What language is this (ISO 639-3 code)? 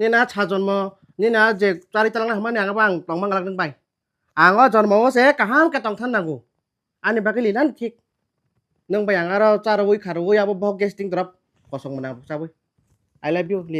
trp